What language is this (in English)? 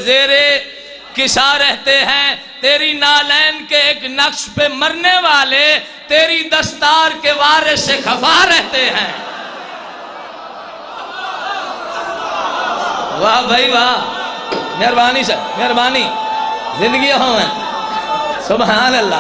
Urdu